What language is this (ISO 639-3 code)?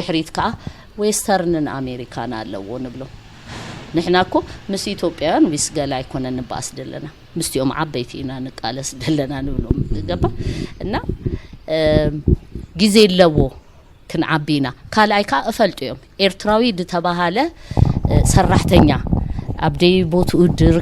tir